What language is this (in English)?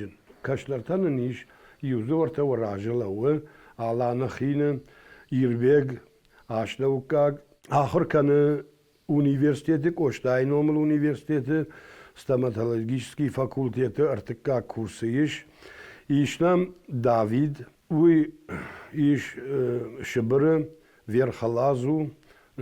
Ossetic